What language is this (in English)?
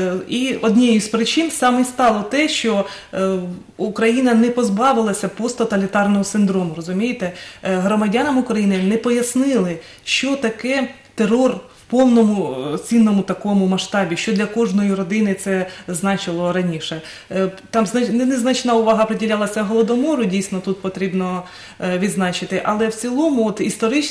Ukrainian